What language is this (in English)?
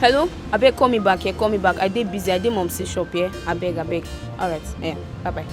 Nigerian Pidgin